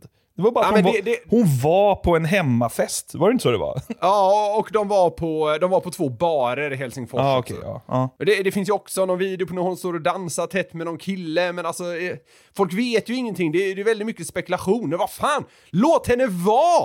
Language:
Swedish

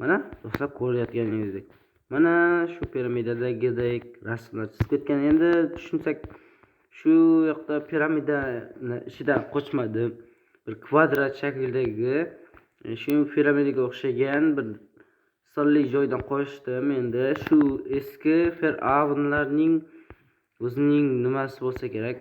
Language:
Uzbek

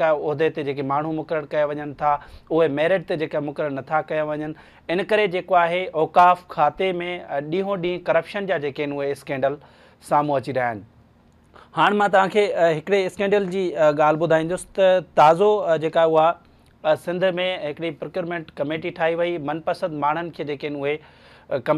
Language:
Sindhi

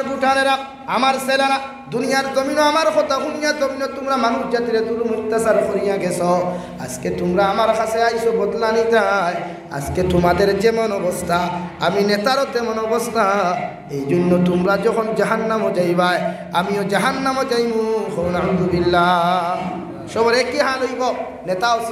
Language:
Sylheti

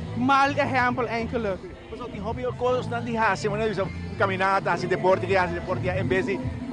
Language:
Papiamento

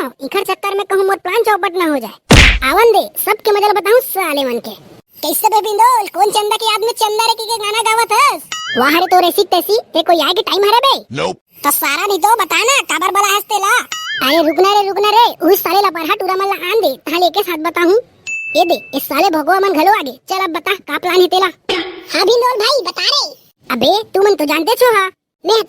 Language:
Chhattisgarhi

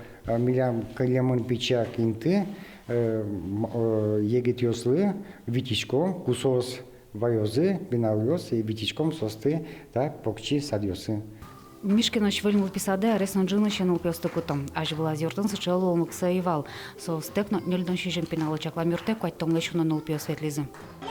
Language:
Udmurt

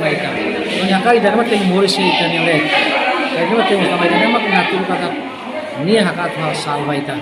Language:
Tetum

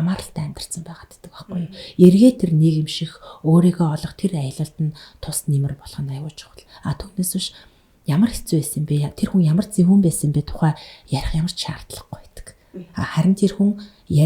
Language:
Mongolian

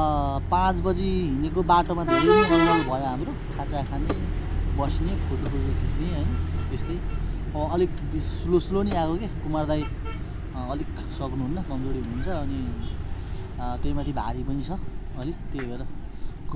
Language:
Nepali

